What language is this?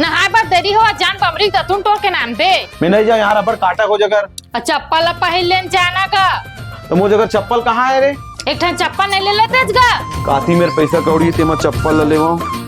Chhattisgarhi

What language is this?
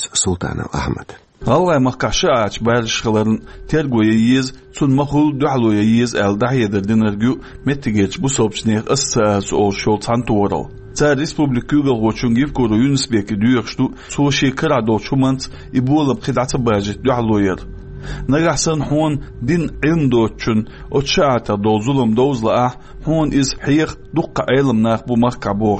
Chechen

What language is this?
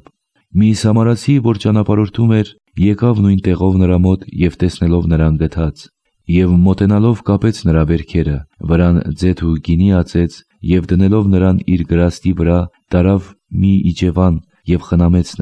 Armenian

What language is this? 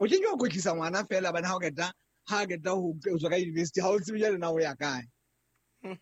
Southern Sotho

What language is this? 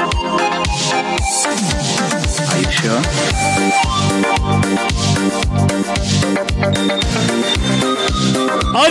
Kara-Kalpak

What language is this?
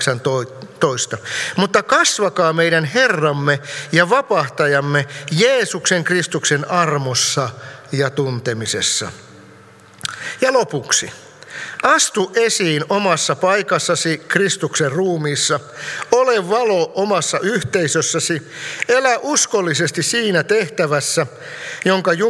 Finnish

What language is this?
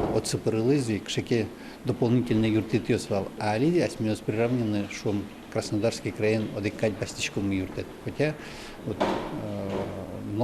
Udmurt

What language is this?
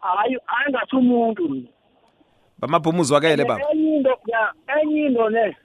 South Ndebele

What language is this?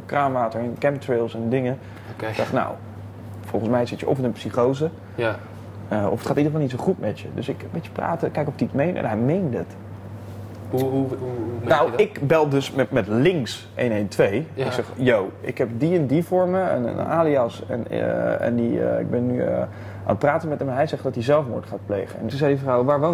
Dutch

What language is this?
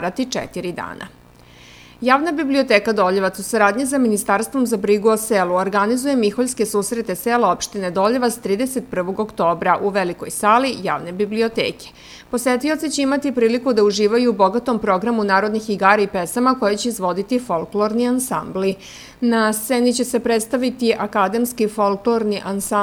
Serbian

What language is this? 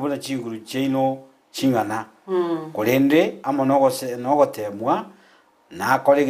Gusii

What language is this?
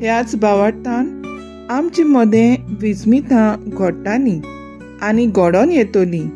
Konkani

